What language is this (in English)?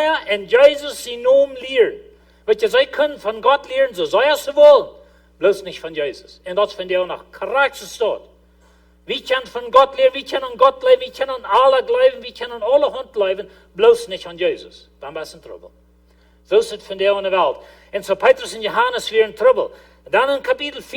Plautdietsch